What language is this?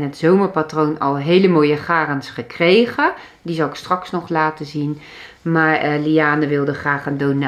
Dutch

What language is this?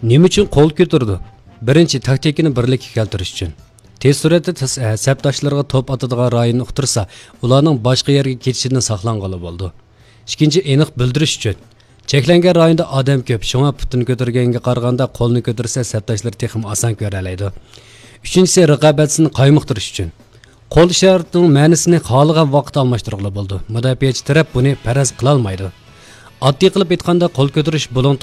Uyghur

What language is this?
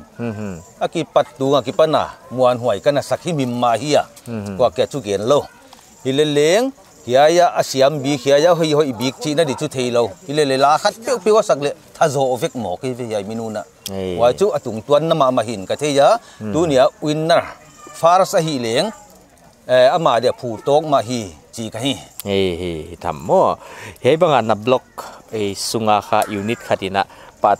Paite Chin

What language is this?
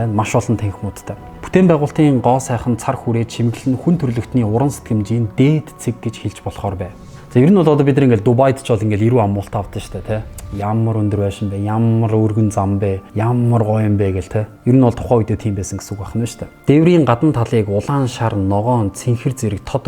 Mongolian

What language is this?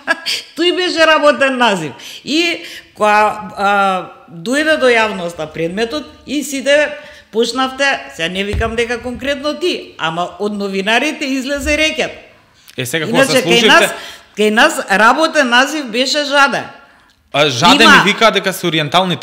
Macedonian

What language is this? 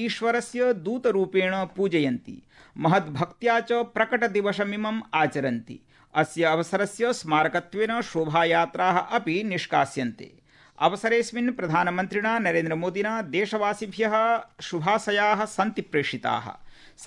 Sanskrit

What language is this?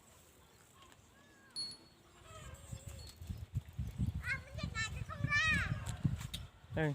Lao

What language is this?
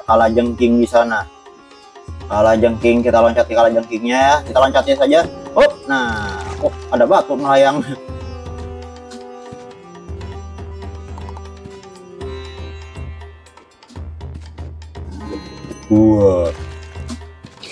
Indonesian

